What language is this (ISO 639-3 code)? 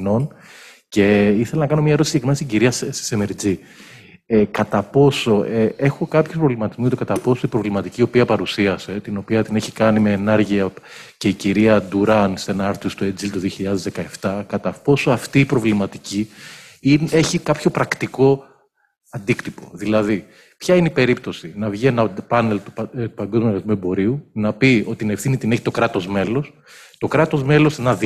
ell